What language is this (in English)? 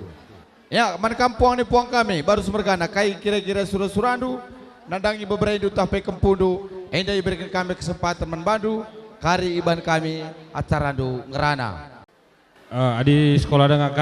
Batak Karo